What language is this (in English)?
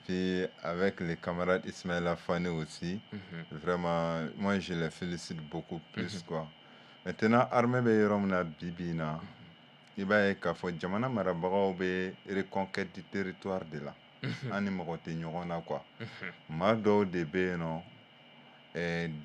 Bambara